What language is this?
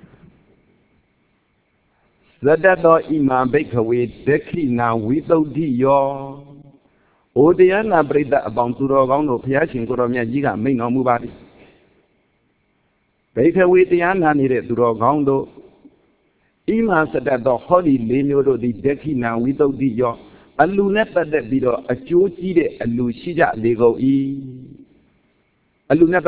Burmese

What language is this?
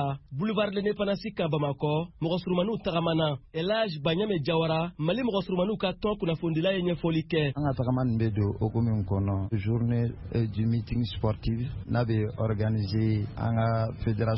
Bambara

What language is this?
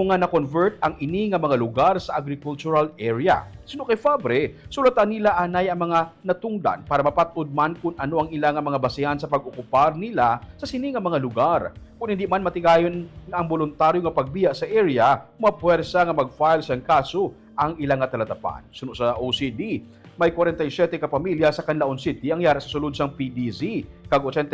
Hiligaynon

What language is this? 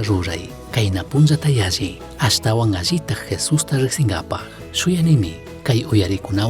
Chimborazo Highland Quichua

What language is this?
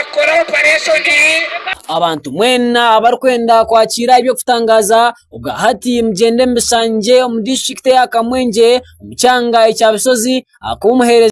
Nyankole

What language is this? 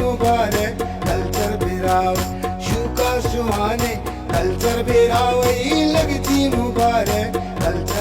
Brahui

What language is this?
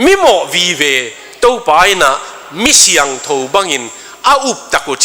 Tedim Chin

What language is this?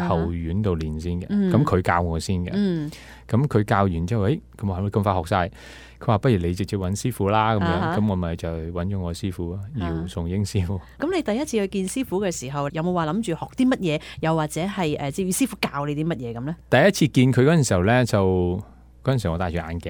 Cantonese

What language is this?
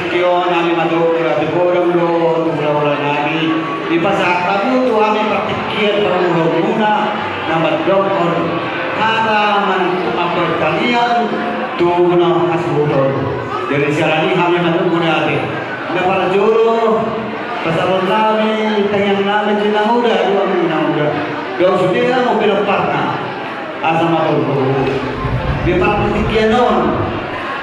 Batak Toba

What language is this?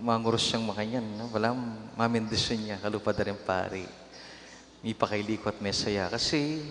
Pampanga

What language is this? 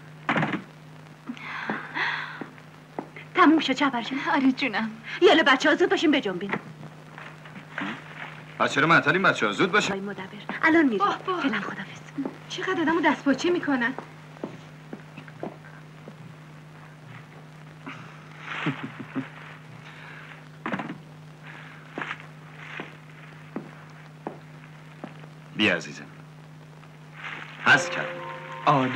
Persian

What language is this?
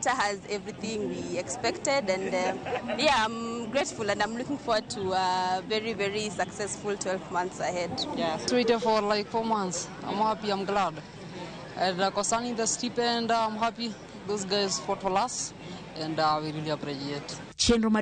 Luo (Kenya and Tanzania)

